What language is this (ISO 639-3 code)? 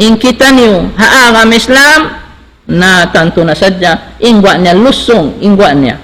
tsg